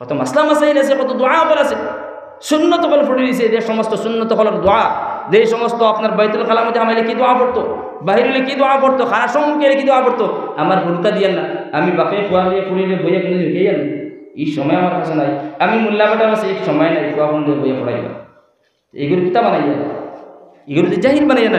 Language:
Sylheti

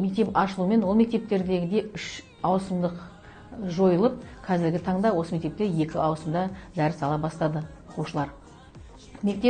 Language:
Kazakh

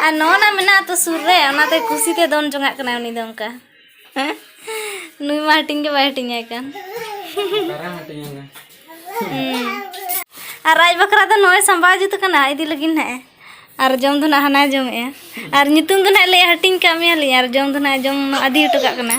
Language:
Santali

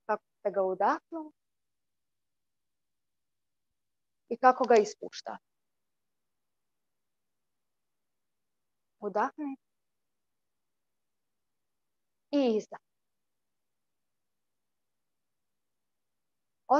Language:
Croatian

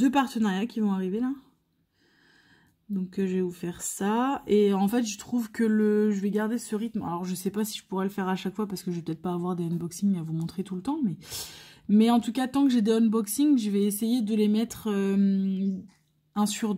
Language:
French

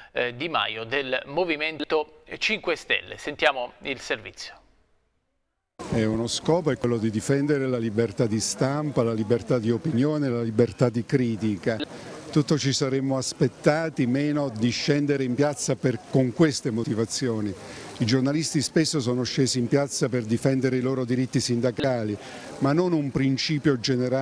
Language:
Italian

